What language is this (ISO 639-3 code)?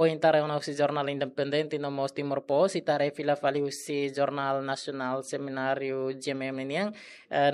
tet